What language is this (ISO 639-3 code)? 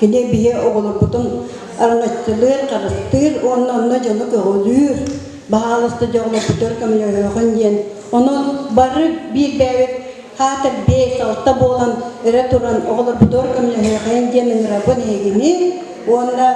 sah